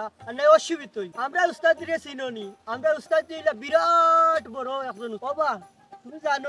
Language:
Sylheti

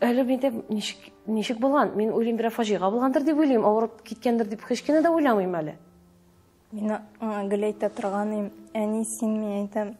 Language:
Tatar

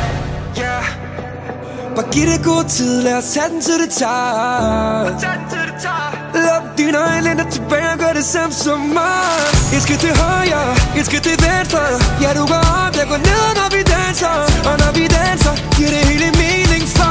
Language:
Danish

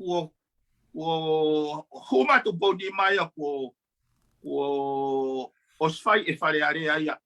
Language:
Tongan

